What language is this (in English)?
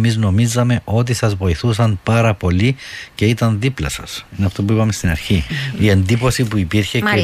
Greek